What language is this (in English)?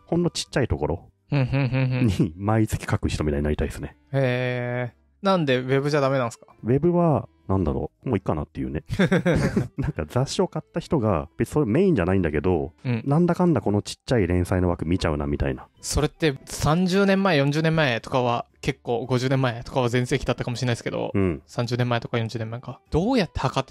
Japanese